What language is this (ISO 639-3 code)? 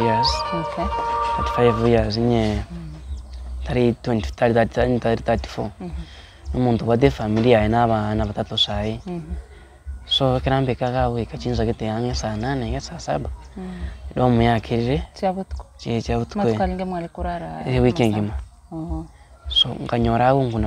guz